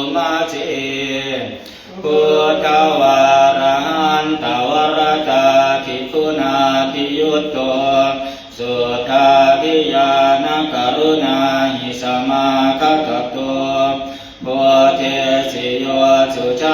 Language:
Pali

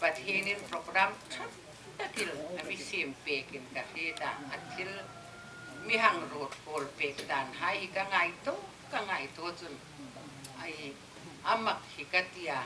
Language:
Hmar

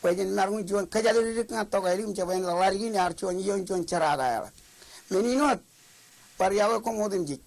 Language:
Marshallese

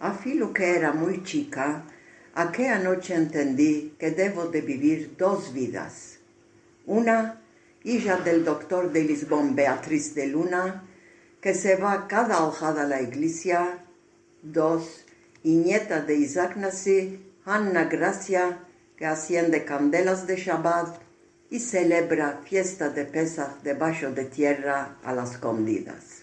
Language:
Ladino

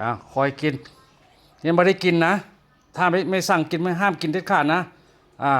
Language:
Lao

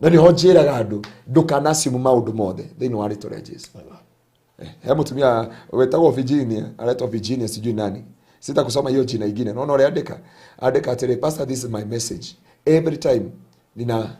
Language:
Kikuyu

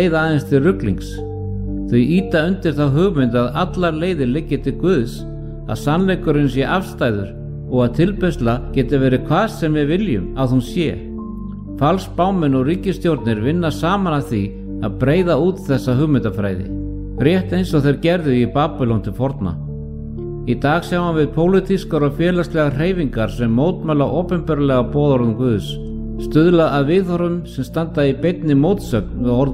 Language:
Icelandic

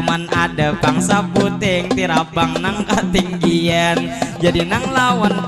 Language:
Banjar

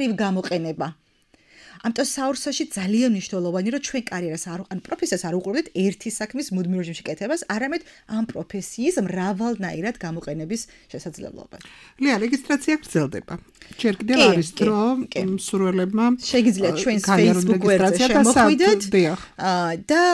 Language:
Georgian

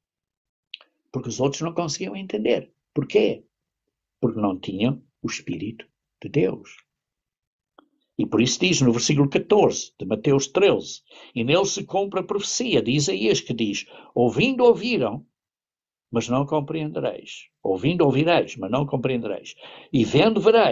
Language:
Portuguese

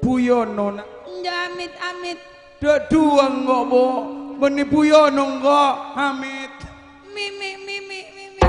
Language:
Madurese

